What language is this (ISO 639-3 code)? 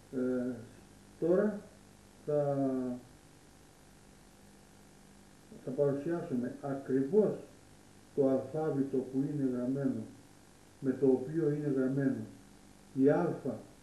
ell